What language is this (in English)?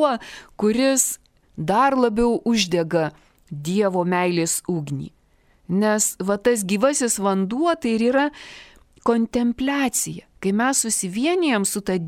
Lithuanian